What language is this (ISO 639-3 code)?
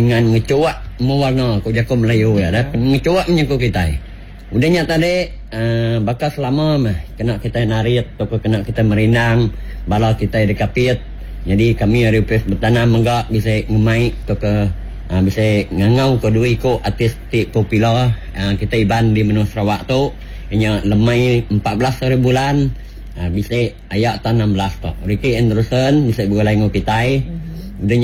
iba